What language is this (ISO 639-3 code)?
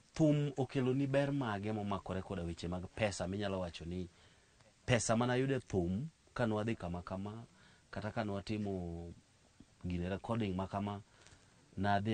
luo